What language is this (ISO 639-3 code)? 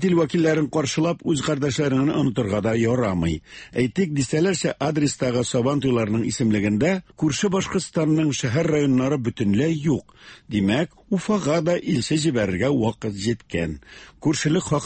tat